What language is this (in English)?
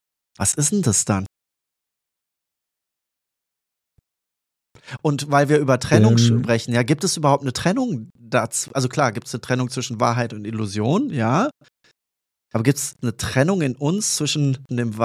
German